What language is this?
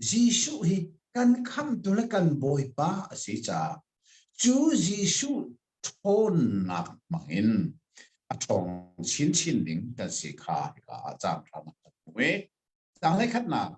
Hakha Chin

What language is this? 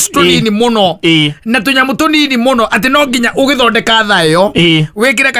Kikuyu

